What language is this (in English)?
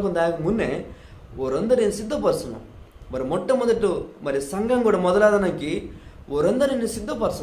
Koya